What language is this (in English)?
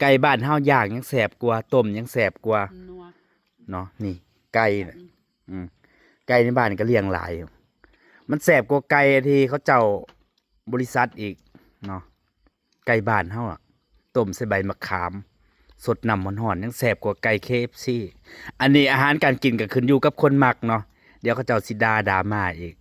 Northeastern Thai